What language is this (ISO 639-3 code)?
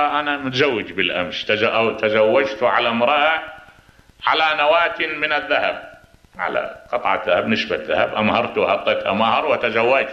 acm